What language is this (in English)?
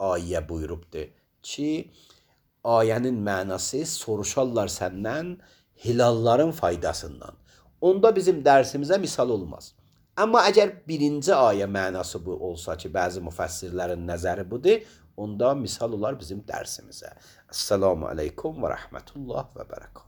Azerbaijani